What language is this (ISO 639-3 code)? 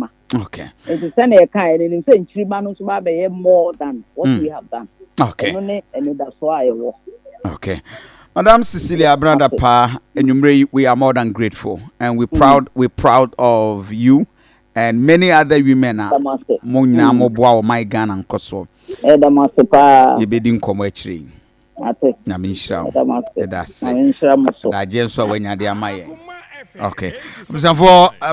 aka